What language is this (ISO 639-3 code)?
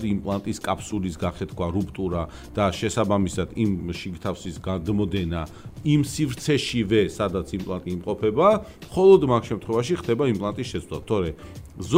kat